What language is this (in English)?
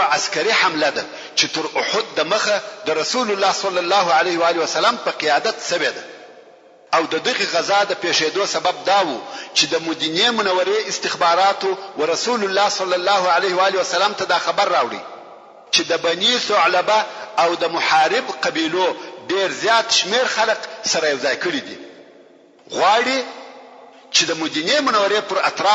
Pashto